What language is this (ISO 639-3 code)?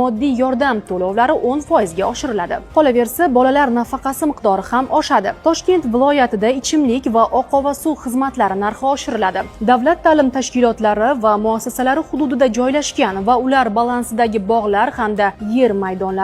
uzb